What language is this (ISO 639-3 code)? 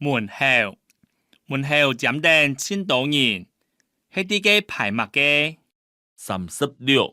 hak